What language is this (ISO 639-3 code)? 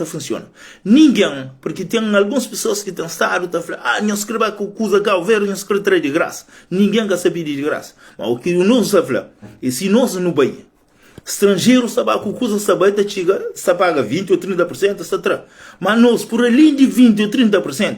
kea